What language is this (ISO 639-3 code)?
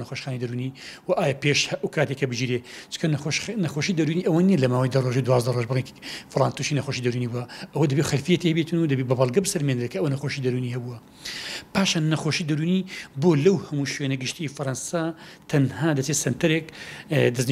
ckb